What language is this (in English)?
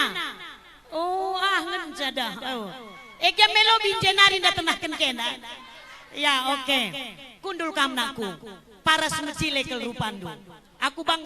Batak Karo